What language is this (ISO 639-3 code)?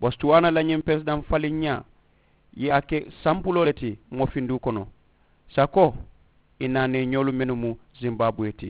man